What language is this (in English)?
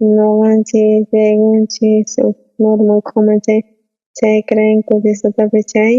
South Bolivian Quechua